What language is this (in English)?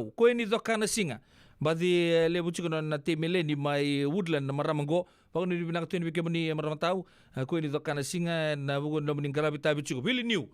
Fijian